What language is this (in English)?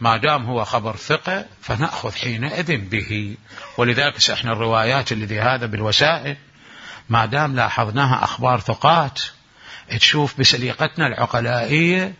Mesopotamian Arabic